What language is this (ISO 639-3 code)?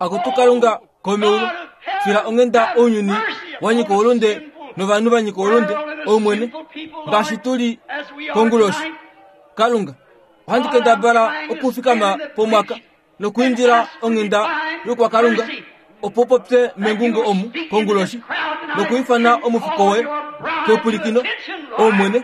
kua